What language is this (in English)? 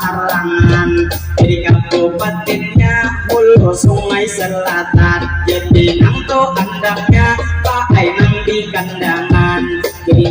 Banjar